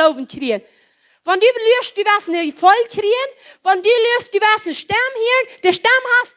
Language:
Plautdietsch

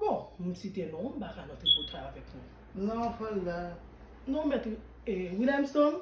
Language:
Haitian Creole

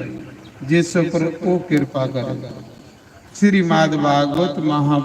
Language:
Dogri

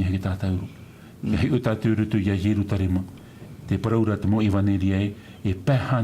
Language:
Tahitian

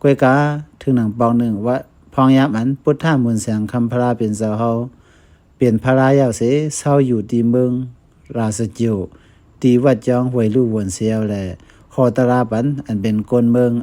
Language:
Shan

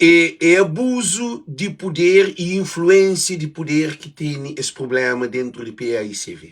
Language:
Kabuverdianu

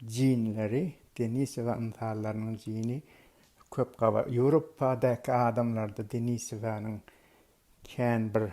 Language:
Turkmen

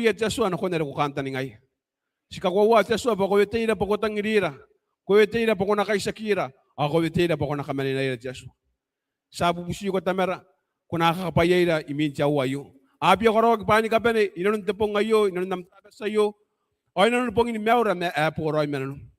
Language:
Gilbertese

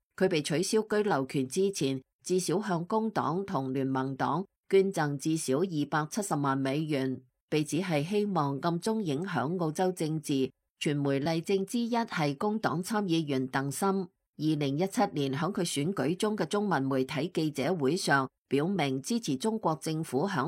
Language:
Cantonese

